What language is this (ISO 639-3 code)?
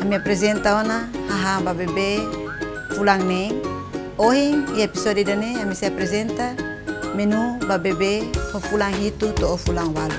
tet